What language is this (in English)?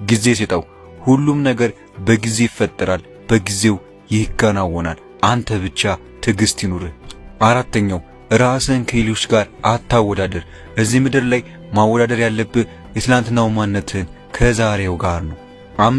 Amharic